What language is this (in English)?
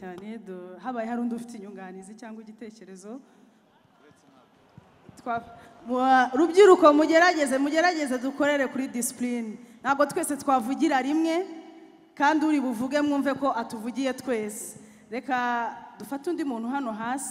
Kinyarwanda